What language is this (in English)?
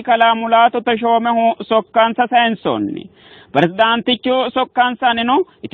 Sidamo